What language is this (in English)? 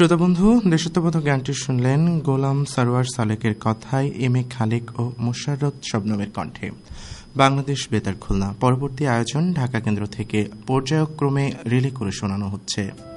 Bangla